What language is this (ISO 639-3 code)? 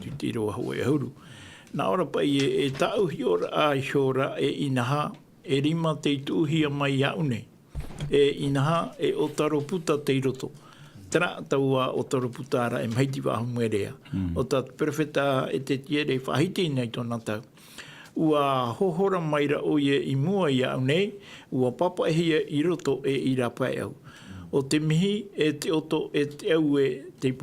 tah